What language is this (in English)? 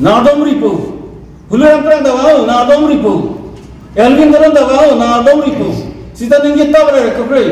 Karbi